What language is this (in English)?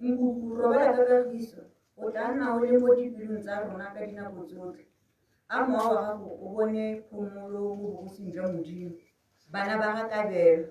Tswana